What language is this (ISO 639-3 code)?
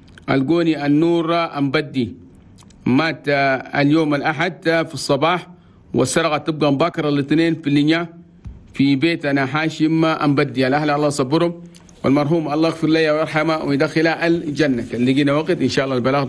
shu